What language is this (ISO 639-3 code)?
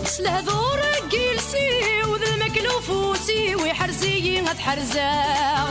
kab